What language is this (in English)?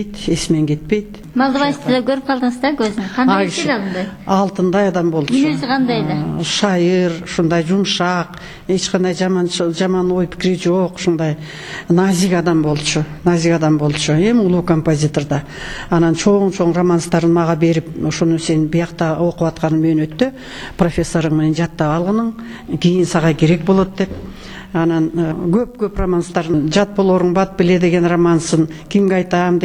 Kyrgyz